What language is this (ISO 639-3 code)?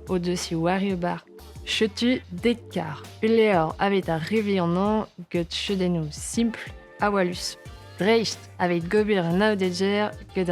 bre